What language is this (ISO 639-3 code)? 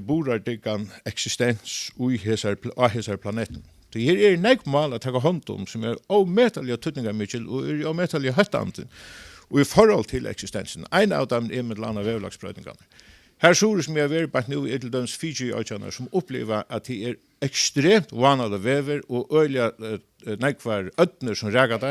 fao